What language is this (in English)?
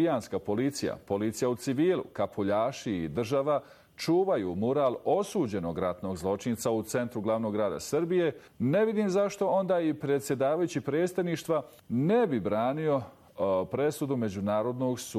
Bosnian